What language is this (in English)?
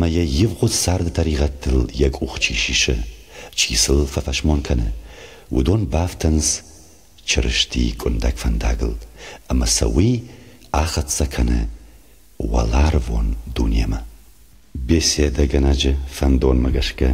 Ossetic